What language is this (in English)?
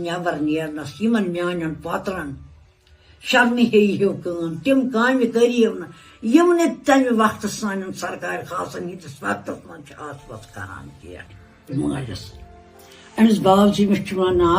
Kashmiri